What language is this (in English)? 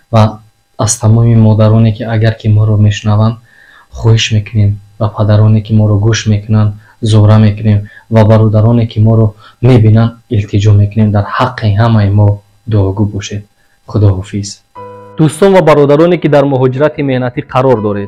Tajik